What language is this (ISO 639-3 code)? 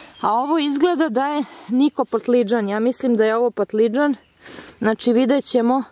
srp